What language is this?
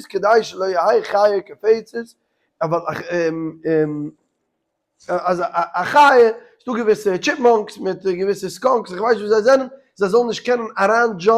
Yiddish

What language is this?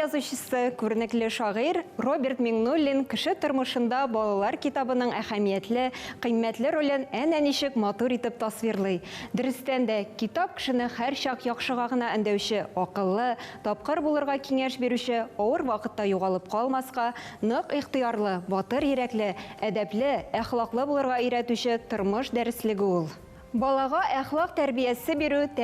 Tatar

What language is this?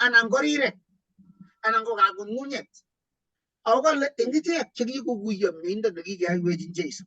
Kalenjin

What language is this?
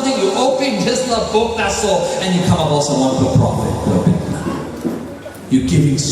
Tok Pisin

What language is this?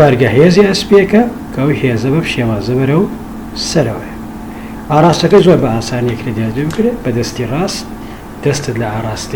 Central Kurdish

